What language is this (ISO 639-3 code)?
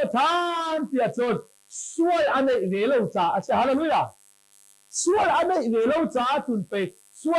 cnh